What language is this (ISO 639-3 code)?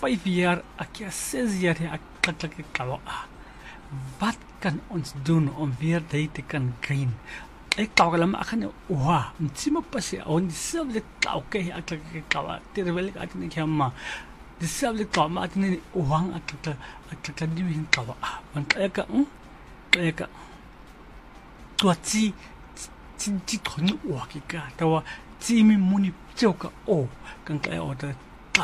afr